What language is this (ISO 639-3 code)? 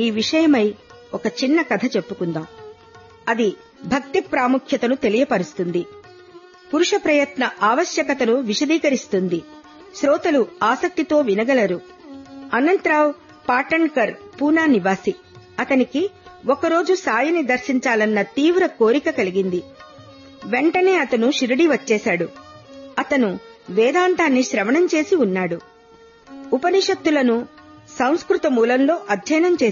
tel